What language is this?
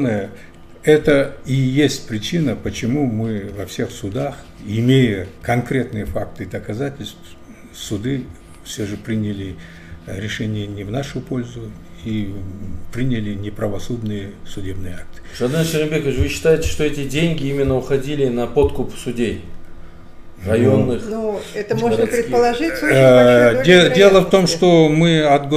Russian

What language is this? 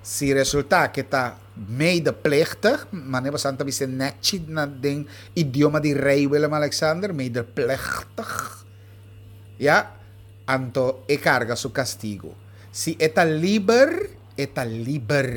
Papiamento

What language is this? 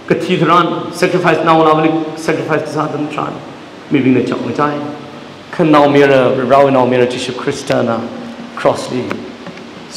Tangkhul Naga (India)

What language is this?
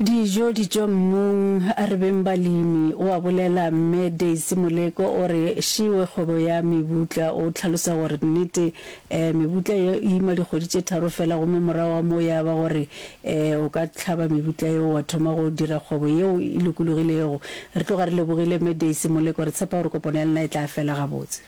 Northern Sotho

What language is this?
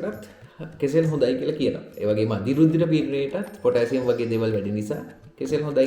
Sinhala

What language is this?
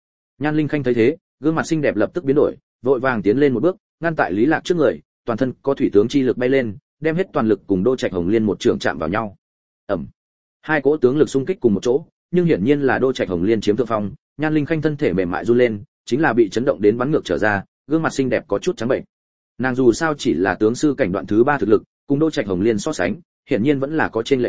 Vietnamese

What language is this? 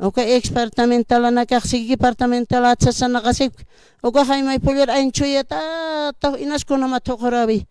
Aymara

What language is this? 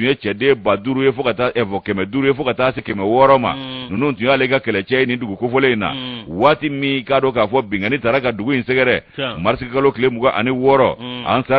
Bambara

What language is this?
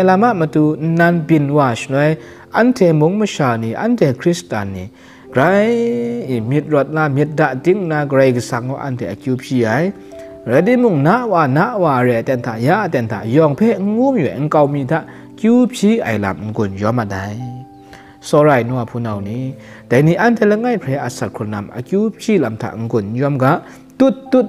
Kachin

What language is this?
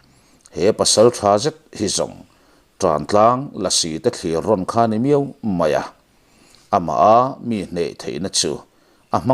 Mizo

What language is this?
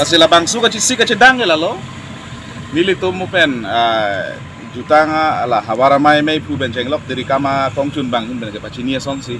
Karbi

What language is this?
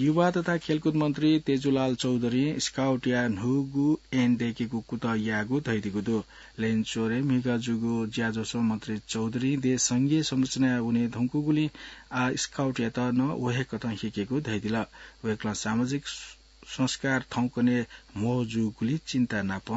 Newari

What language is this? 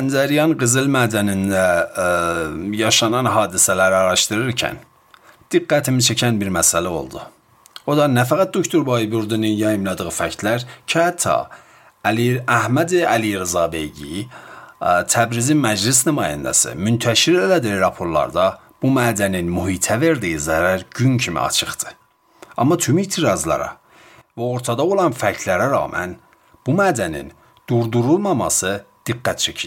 Azerbaijani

